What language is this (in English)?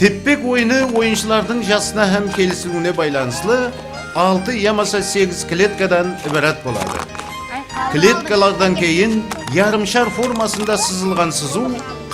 Kara-Kalpak